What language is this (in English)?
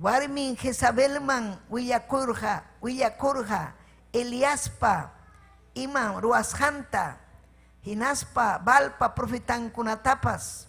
Ayacucho Quechua